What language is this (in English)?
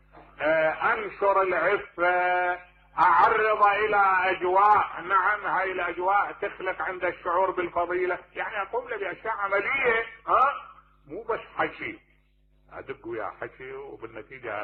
Mesopotamian Arabic